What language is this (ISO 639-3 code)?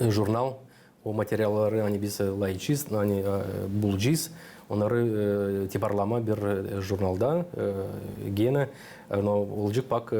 gag